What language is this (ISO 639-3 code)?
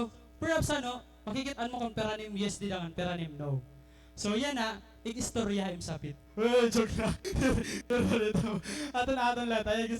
war